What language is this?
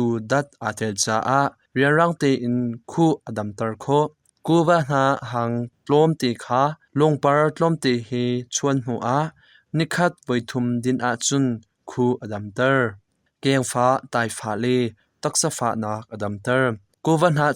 Hakha Chin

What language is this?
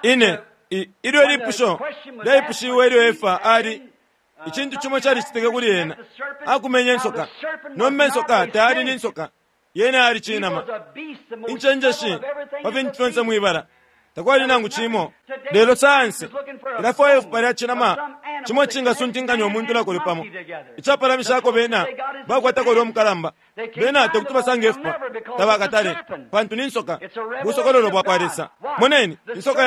Bemba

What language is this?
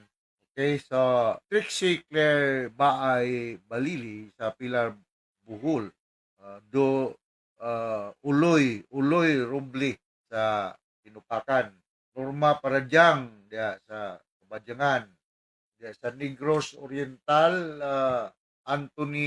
Cebuano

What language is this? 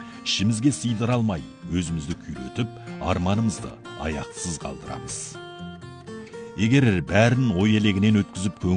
Kazakh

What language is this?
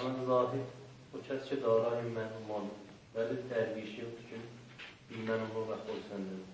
South Azerbaijani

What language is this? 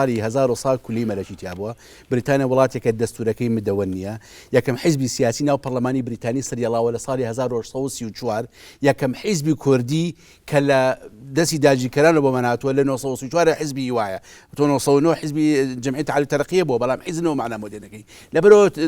Central Kurdish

